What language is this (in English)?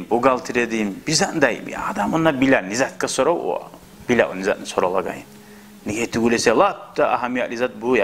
Kumyk